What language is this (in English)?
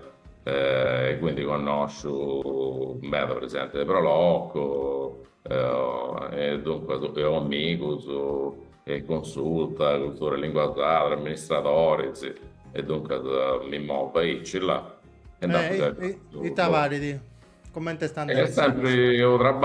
Sardinian